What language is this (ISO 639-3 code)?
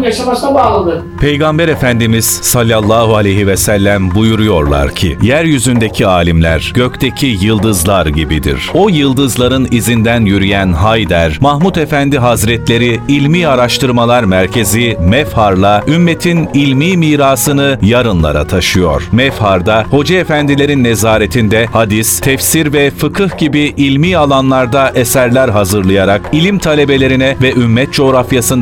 tur